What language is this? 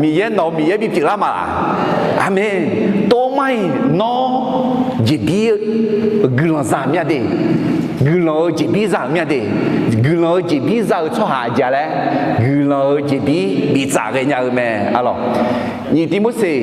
Akha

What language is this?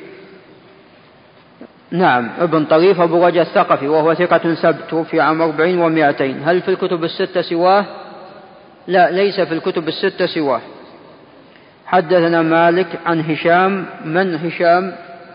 Arabic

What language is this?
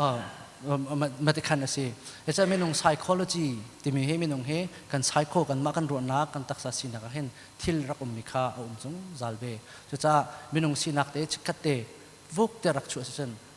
Hakha Chin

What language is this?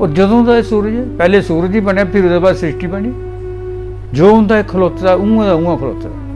Dogri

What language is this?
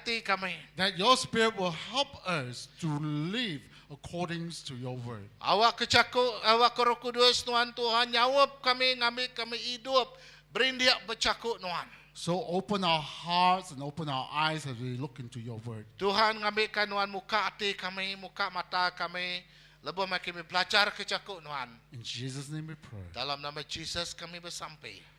Iban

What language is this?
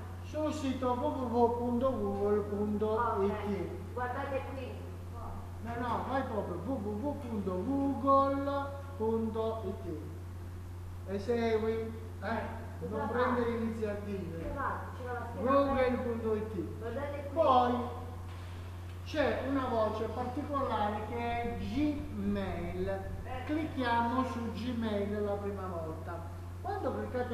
Italian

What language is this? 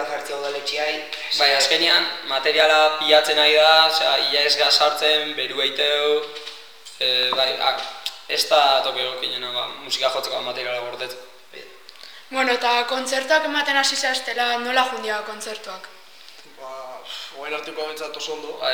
Basque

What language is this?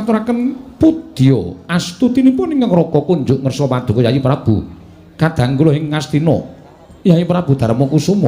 Javanese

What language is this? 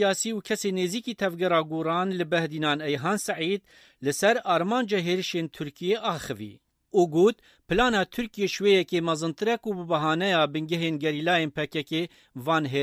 Kurdish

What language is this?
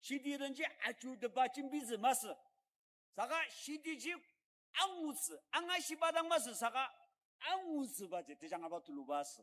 Ao Naga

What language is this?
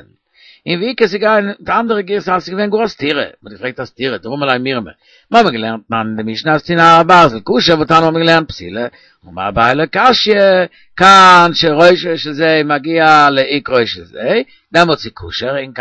Yiddish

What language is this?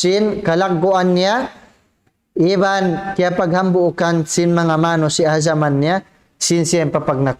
Tausug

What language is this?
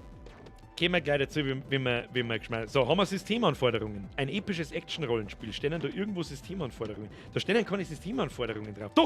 Bavarian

